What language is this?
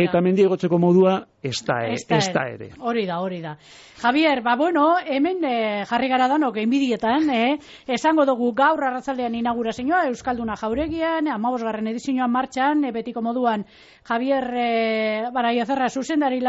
Basque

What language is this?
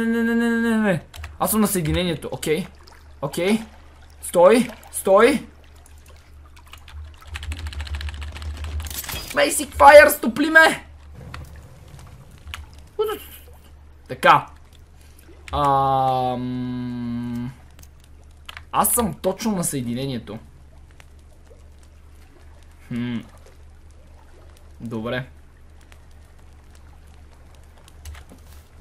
Bulgarian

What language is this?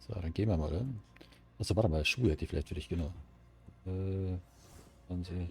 Bavarian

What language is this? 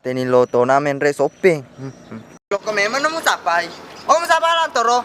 Buginese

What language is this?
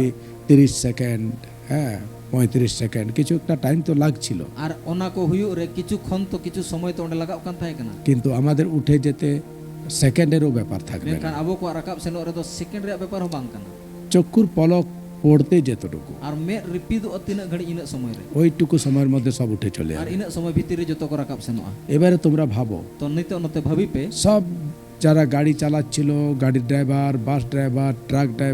Santali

